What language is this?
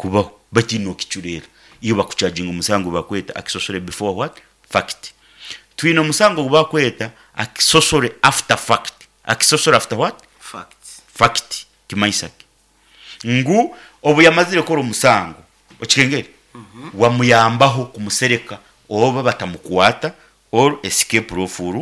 Nyankole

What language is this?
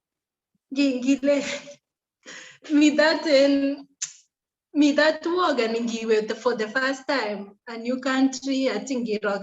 Kalenjin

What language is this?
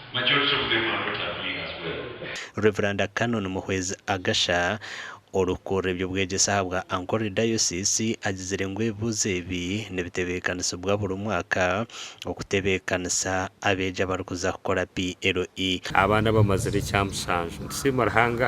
Nyankole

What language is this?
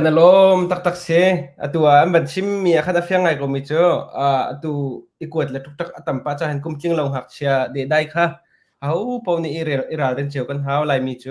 Hakha Chin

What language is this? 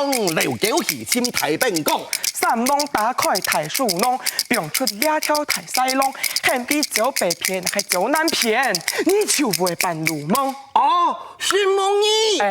Hakka Chinese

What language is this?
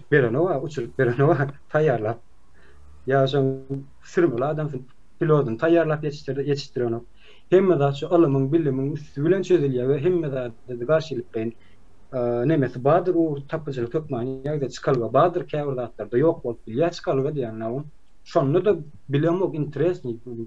Turkmen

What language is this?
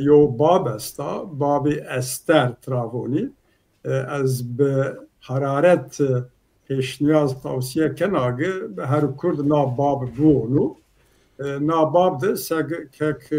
Zaza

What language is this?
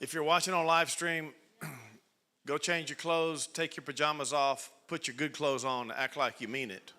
English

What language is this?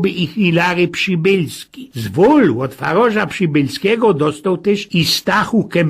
Silesian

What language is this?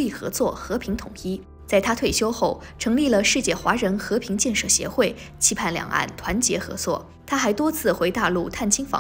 Chinese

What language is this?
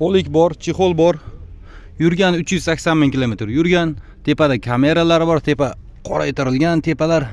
Uzbek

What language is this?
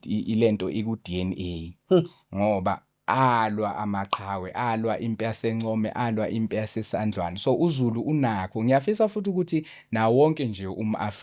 Zulu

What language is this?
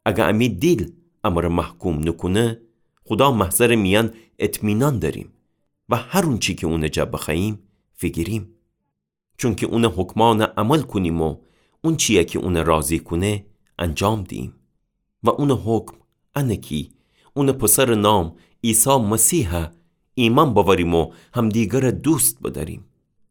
Gilaki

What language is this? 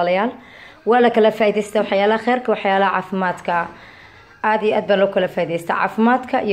Somali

